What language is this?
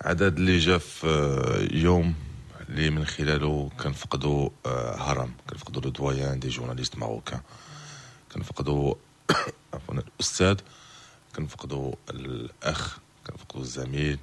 Moroccan Arabic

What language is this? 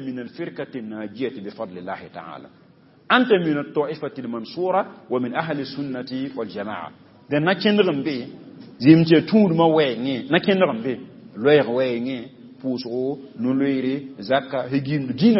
Mossi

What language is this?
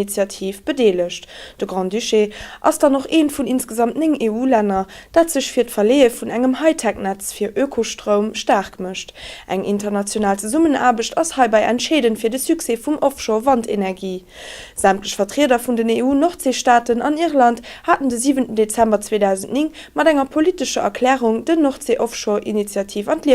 Luxembourgish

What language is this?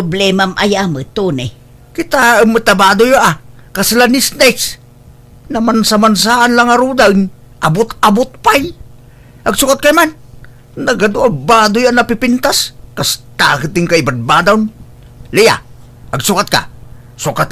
Iloko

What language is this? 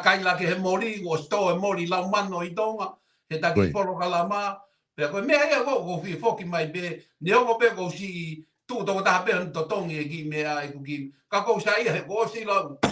Tongan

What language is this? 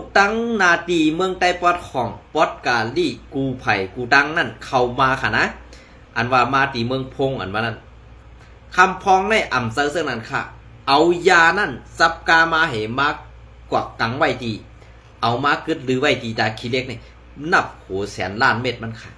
Shan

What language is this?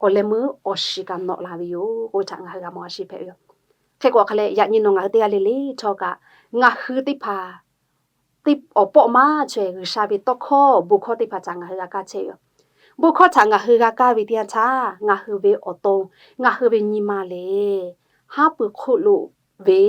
Lahu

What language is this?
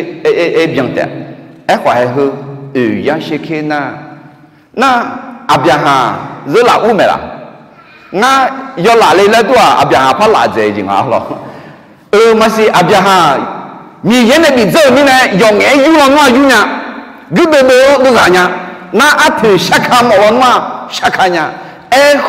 Akha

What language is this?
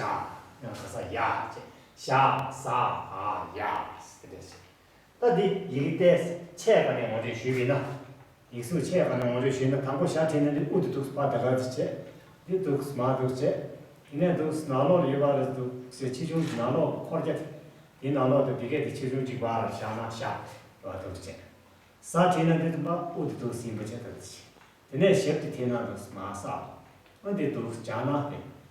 Tibetan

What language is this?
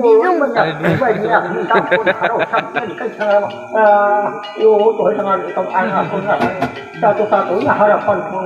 Banjar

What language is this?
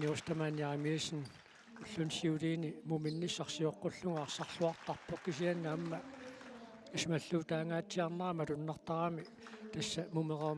Kalaallisut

